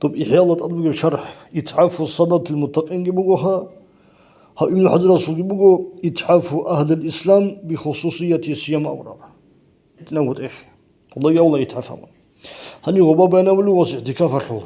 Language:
Avaric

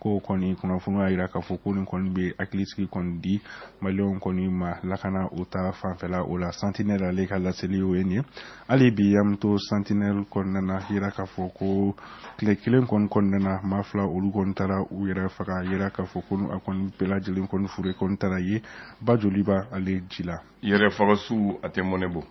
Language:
Bambara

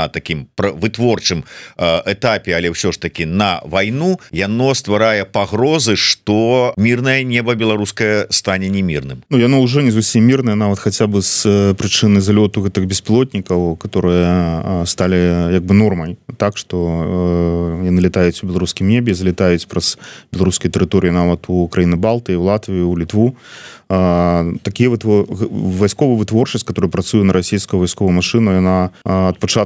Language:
Belarusian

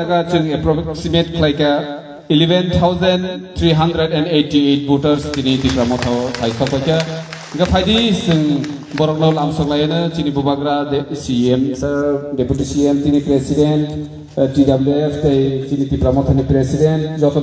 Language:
Kok Borok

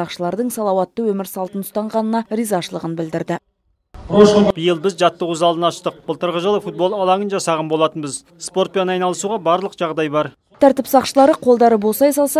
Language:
Kazakh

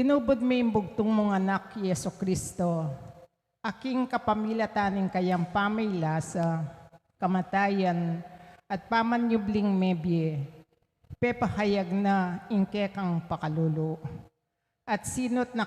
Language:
Pampanga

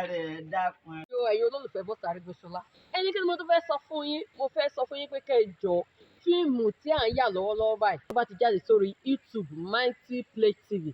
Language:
Yoruba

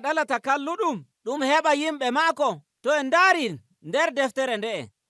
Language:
Nigerian Fulfulde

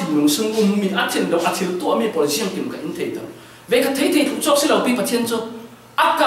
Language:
Falam Chin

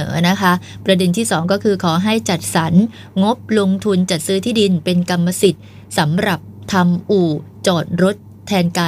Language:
Thai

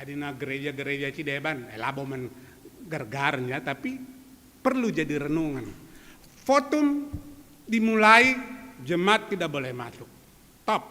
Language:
Batak Karo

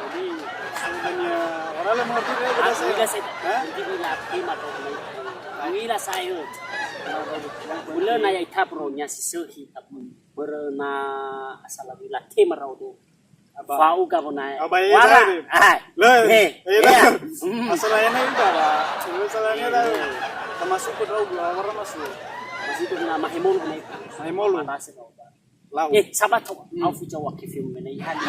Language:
Nias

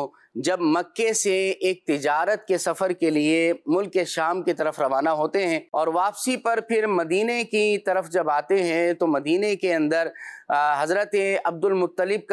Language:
Urdu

